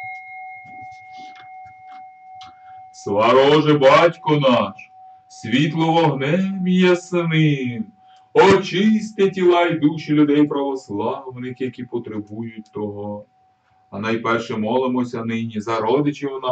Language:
Ukrainian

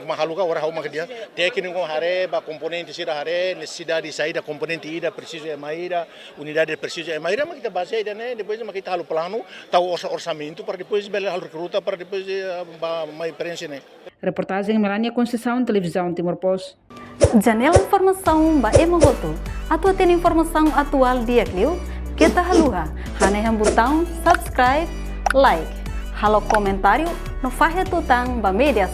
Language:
Tetum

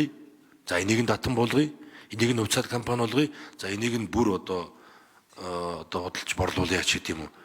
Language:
Mongolian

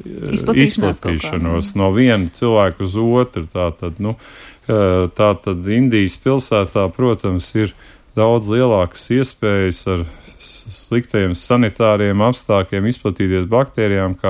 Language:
Latvian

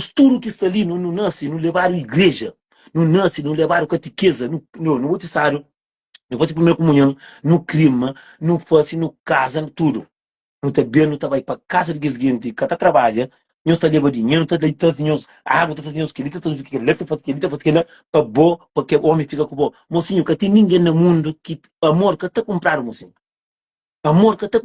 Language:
Kabuverdianu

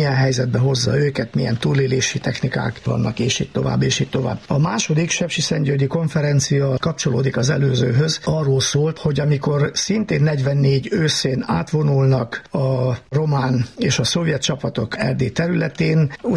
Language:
Hungarian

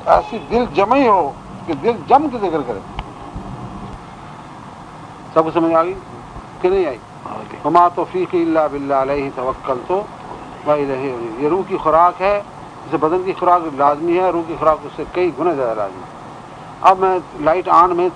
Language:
Urdu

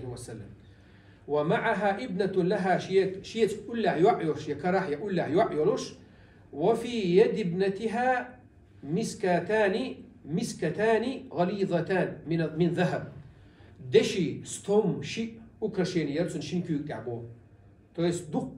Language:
Chechen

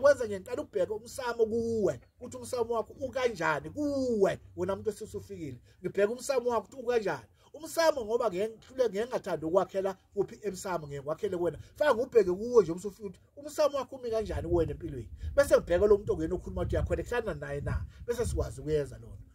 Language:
Zulu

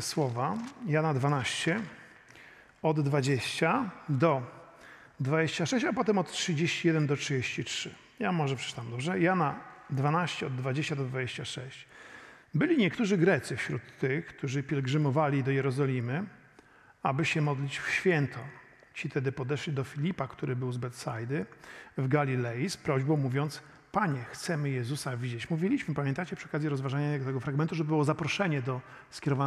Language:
Polish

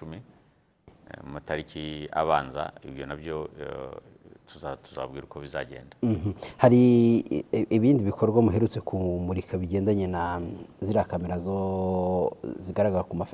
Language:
Kinyarwanda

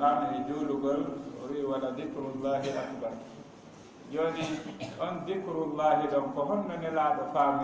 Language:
Fula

